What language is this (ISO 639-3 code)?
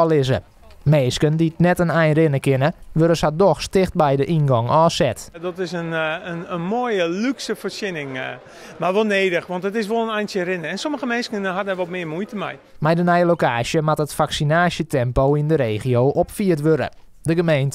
fry